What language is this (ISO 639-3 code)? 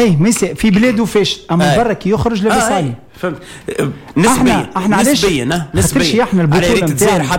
aeb